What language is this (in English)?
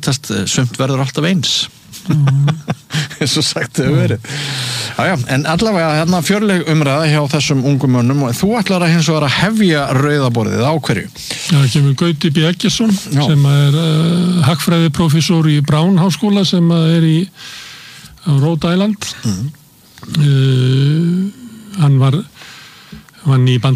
Icelandic